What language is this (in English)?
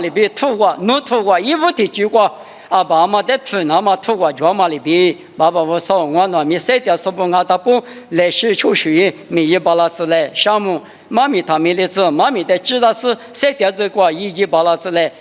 Lisu